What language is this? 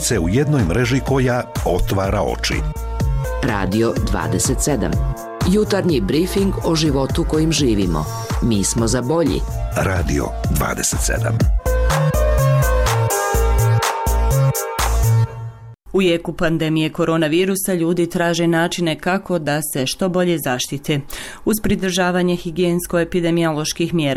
Bosnian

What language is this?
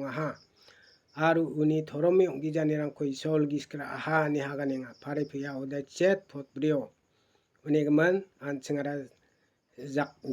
Garo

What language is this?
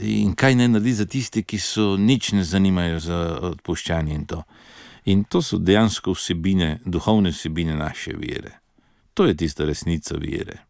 Slovenian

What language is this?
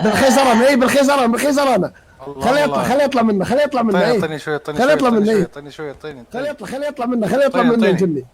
Mesopotamian Arabic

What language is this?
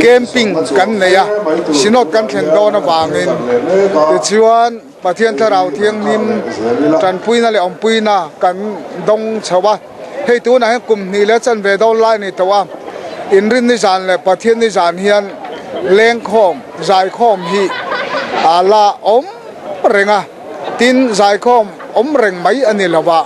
Mizo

